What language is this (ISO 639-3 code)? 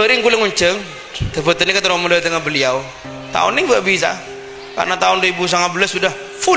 mad